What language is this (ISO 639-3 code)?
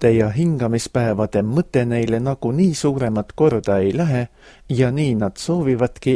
est